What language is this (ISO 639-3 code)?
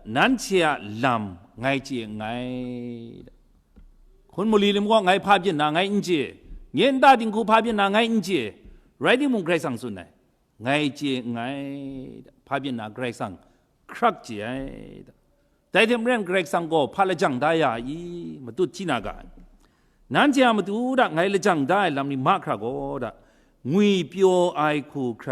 kac